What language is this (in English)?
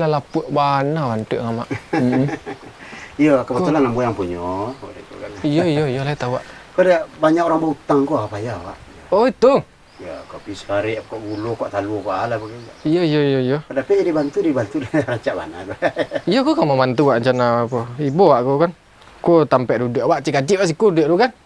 Minangkabau